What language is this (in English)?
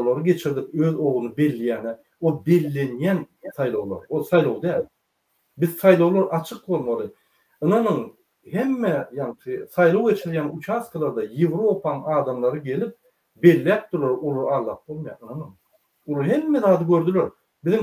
Turkmen